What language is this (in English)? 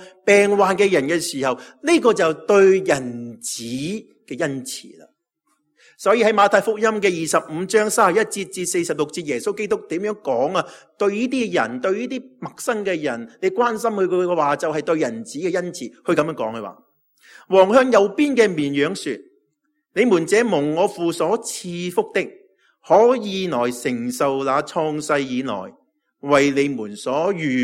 Cantonese